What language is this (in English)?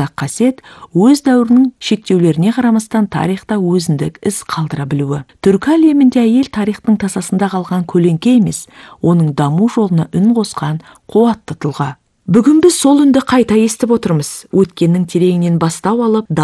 Kazakh